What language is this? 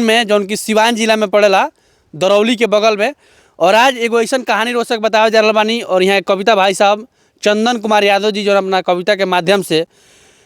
Bhojpuri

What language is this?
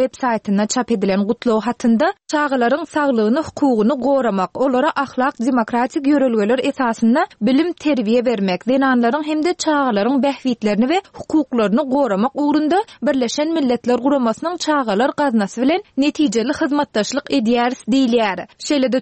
Turkmen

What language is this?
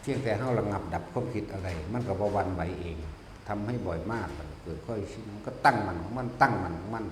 Northeastern Thai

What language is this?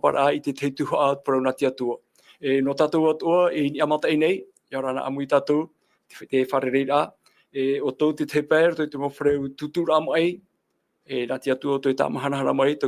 Tahitian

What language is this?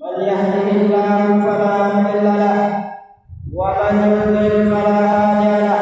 Tausug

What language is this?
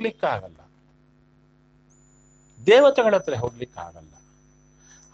Kannada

